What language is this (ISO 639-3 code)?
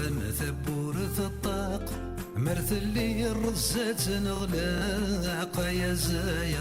kab